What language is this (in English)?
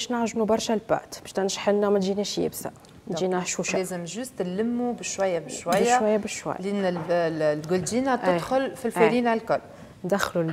Tunisian Arabic